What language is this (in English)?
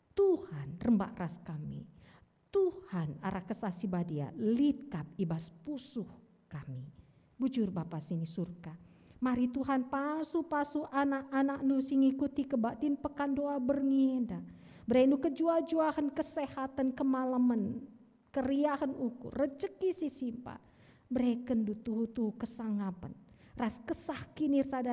Batak Karo